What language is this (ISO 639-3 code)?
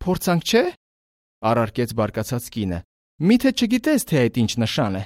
hye